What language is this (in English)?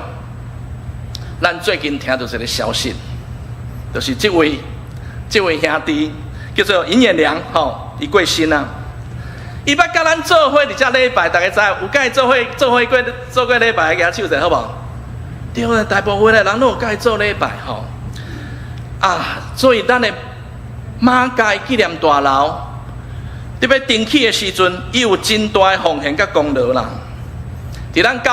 Min Nan Chinese